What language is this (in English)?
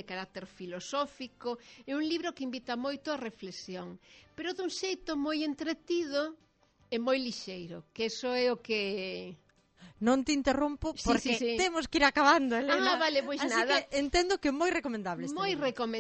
Galician